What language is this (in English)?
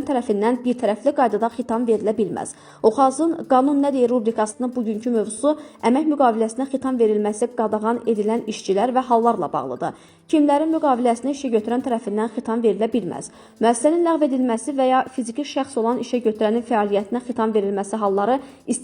Azerbaijani